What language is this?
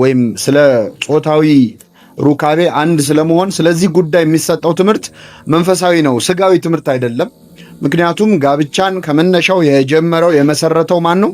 Amharic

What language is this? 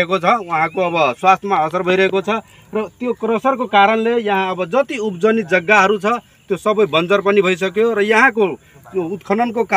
Nepali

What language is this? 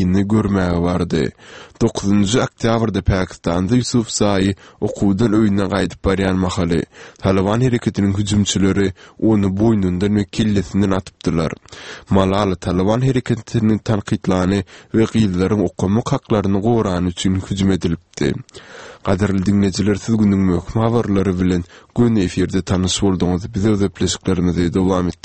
Turkmen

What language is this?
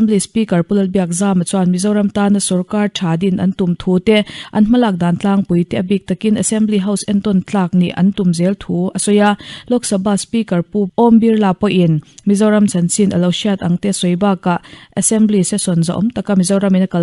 Mizo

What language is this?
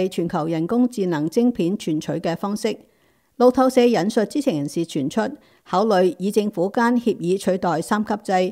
Cantonese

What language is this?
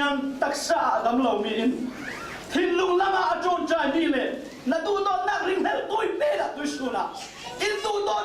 Falam Chin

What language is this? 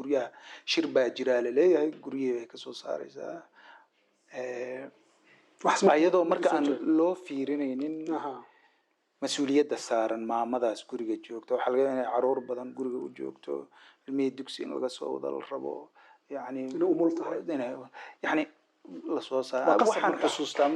Somali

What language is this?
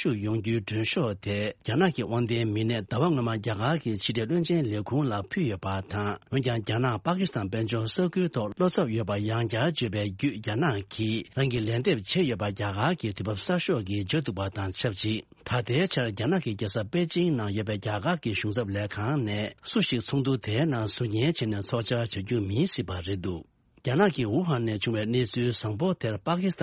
Tibetan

